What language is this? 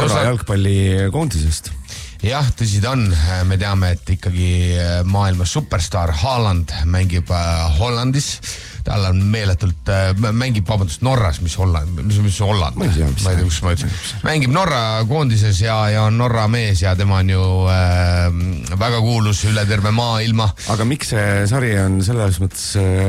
Estonian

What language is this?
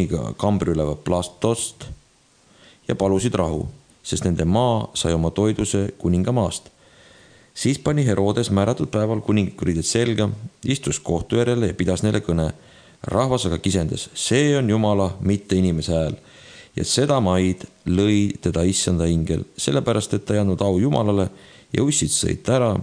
Estonian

